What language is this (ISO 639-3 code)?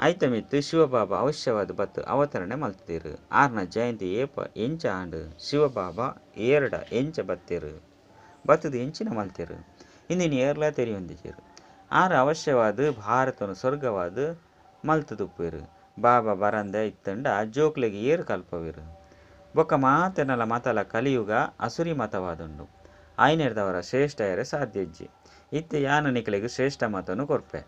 tcy